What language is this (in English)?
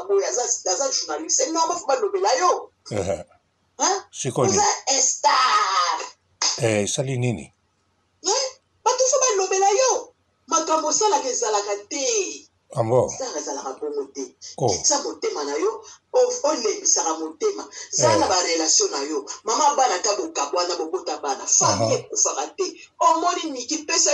Lingala